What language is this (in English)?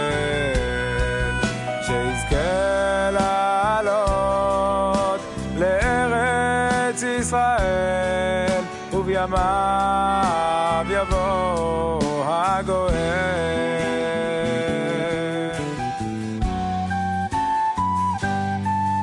Hebrew